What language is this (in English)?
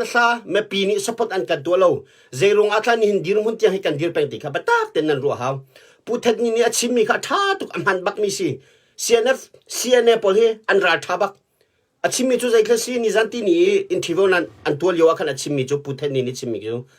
Hakha Chin